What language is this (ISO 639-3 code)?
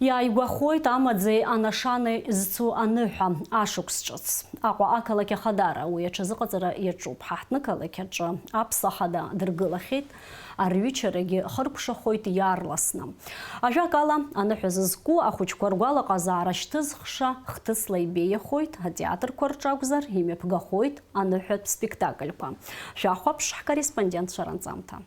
abk